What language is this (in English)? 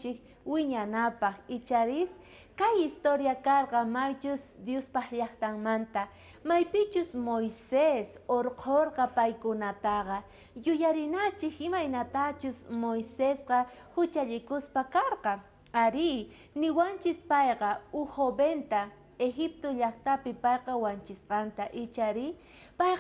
South Bolivian Quechua